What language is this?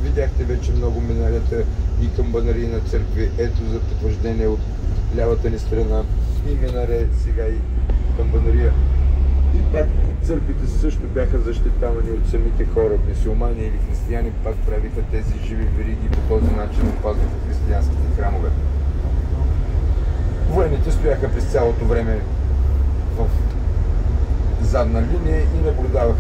Bulgarian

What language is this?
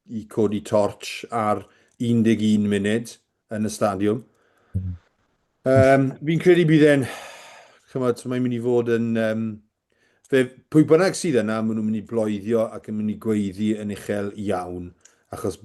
Welsh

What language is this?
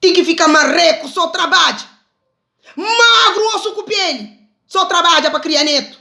Kabuverdianu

